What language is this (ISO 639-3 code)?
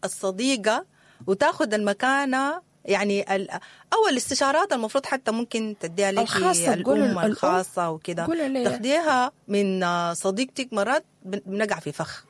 apd